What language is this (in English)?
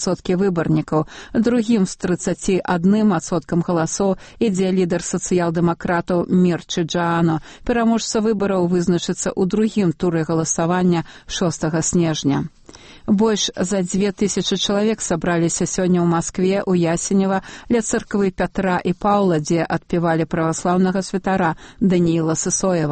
Belarusian